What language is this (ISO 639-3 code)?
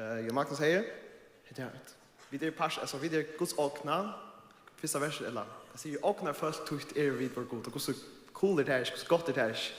fao